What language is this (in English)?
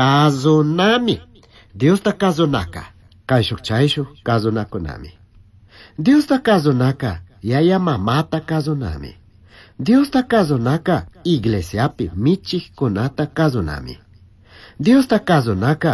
Chimborazo Highland Quichua